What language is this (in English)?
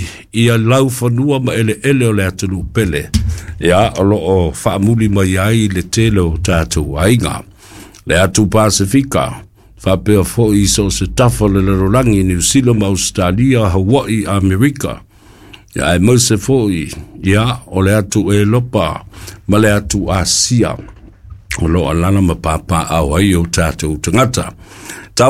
Samoan